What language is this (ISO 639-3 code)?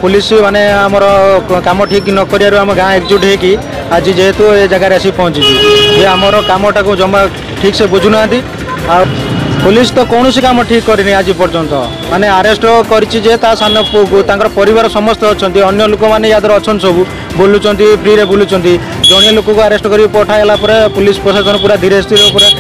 ori